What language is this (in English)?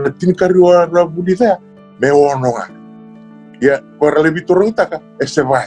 Fijian